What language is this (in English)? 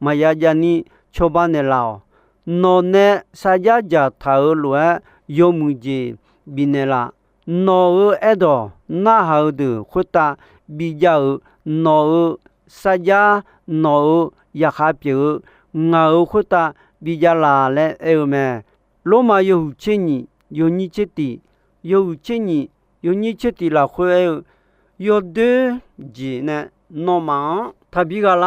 Akha